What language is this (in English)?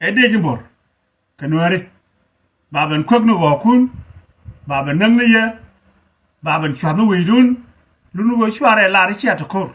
Nuer